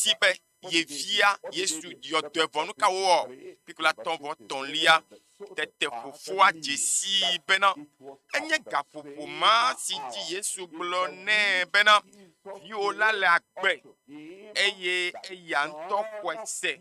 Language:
Ewe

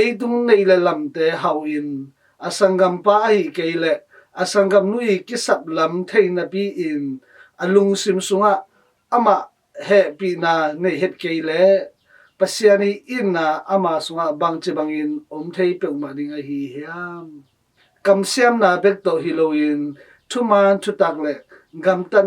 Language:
Tedim Chin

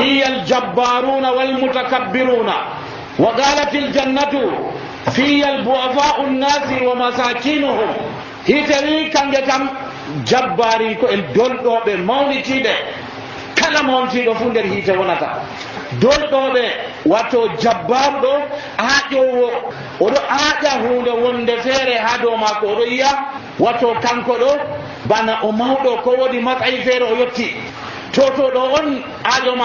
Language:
Nigerian Fulfulde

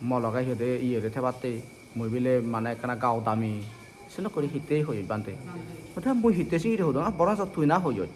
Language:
Chakma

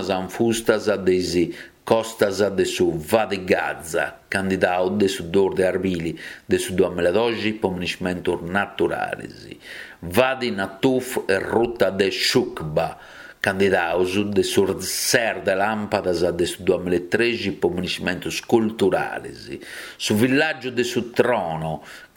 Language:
Sardinian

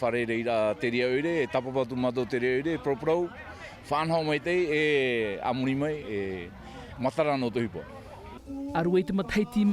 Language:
Tahitian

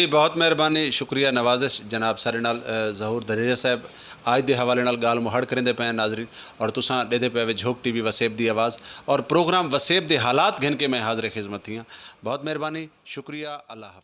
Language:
Saraiki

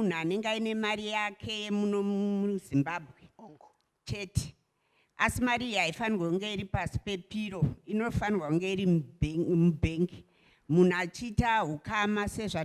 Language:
Shona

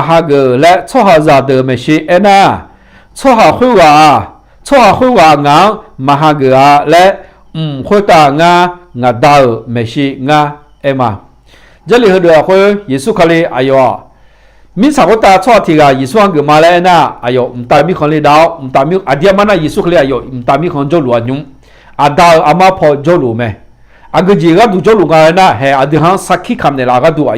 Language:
Akha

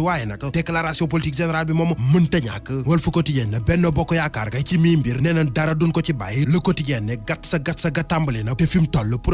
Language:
Wolof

